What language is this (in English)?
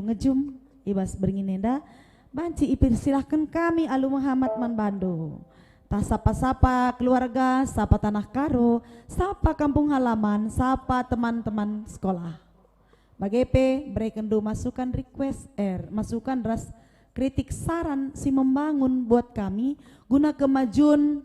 Batak Karo